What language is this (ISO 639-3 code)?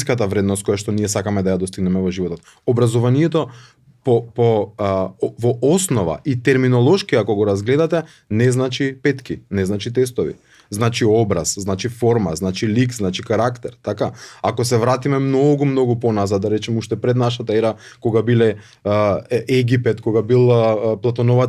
mkd